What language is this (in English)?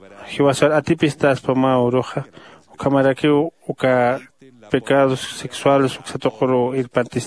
Aymara